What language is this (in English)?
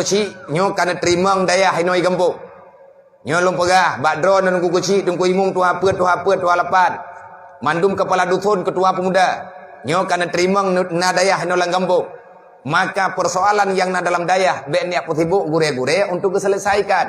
Achinese